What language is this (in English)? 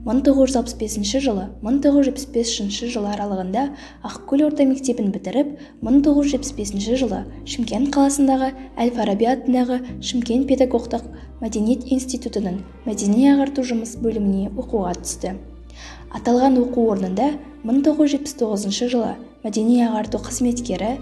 Kazakh